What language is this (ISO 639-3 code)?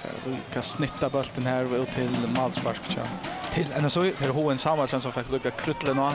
fao